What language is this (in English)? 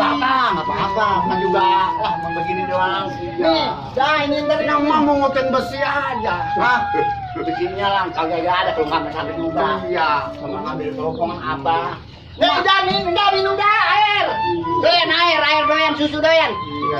Betawi